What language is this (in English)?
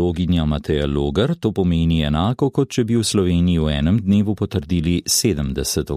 Slovenian